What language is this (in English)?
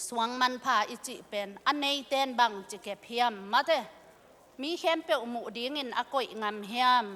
Tedim Chin